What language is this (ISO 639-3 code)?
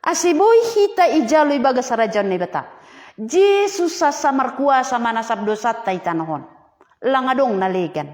bts